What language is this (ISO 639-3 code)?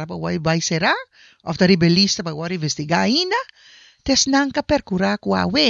pap